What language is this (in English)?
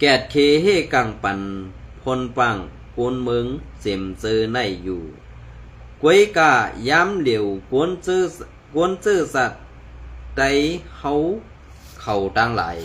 Shan